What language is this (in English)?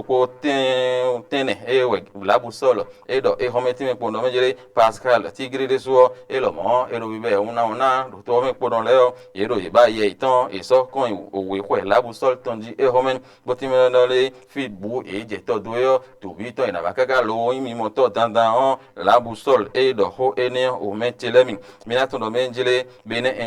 Fon